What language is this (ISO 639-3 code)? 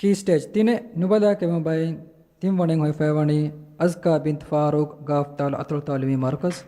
div